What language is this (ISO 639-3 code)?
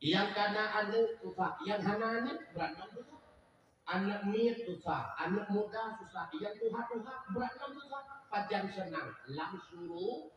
ace